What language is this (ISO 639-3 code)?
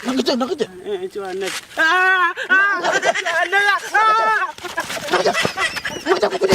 nus